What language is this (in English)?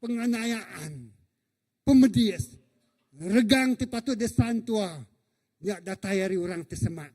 Iban